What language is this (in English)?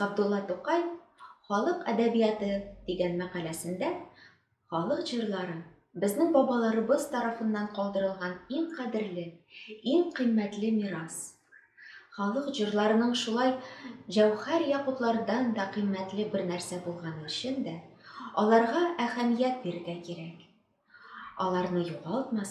Tatar